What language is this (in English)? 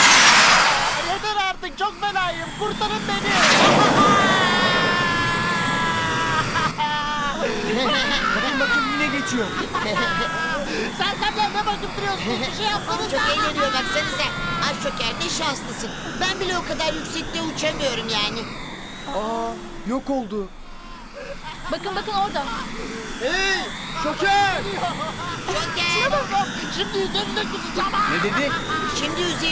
Turkish